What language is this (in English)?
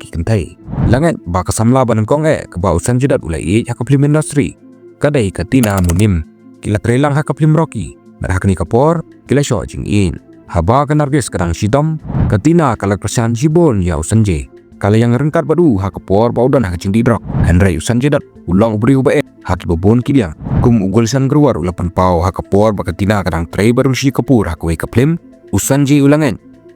Khasi